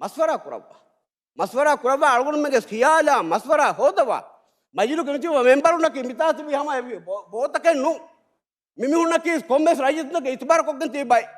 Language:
Divehi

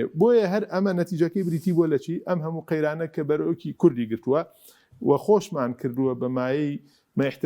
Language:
Central Kurdish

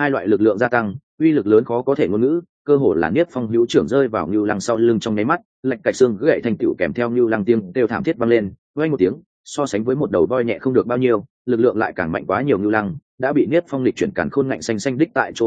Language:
Vietnamese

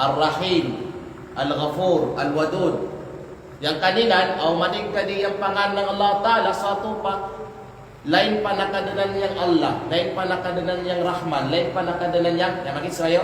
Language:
Kalagan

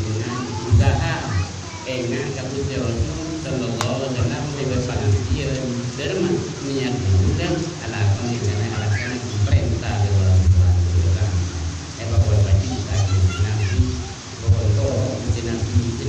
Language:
Madurese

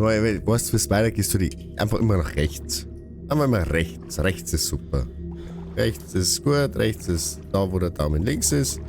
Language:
Bavarian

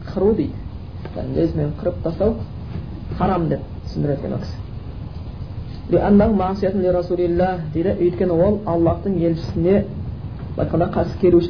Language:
Kazakh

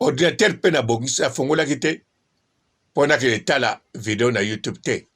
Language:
Lingala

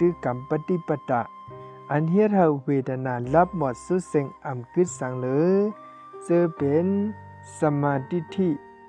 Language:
Shan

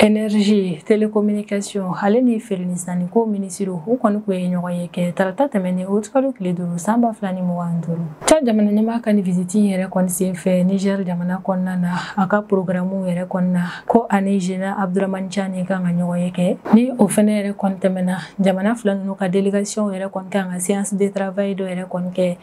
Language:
Bambara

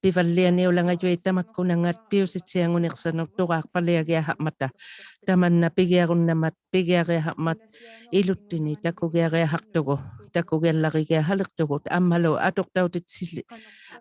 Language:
Inuktitut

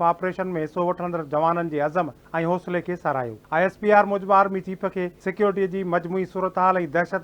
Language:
Sindhi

